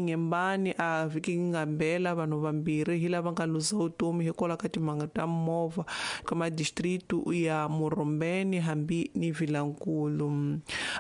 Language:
Tsonga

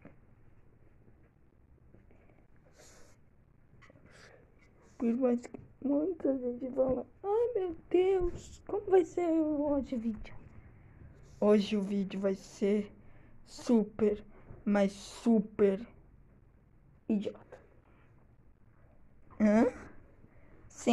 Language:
Portuguese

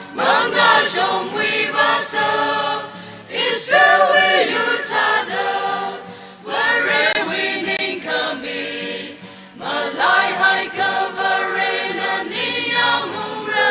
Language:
Tangkhul Naga (India)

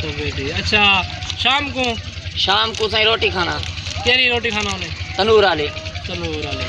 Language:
Saraiki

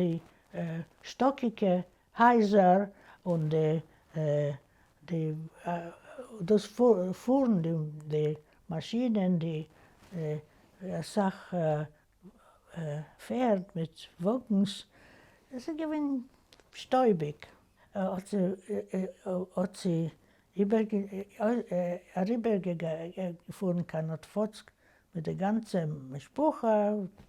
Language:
Yiddish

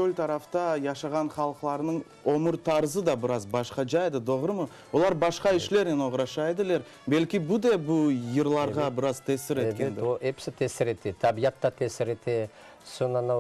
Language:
Crimean Tatar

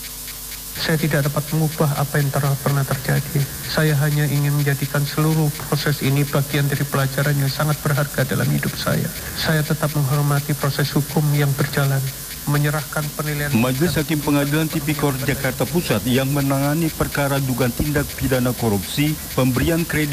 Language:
Indonesian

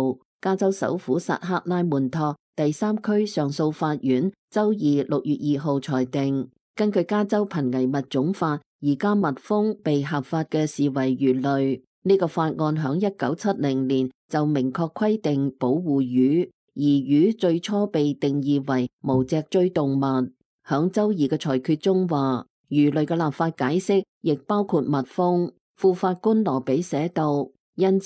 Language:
Cantonese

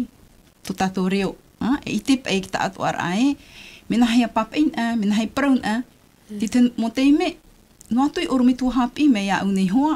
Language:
Tahitian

